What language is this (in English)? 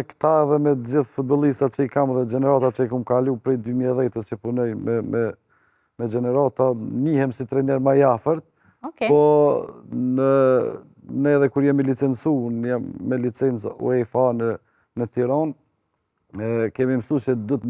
Albanian